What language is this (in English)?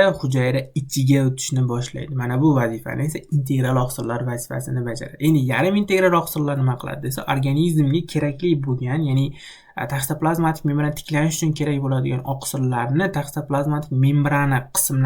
Uzbek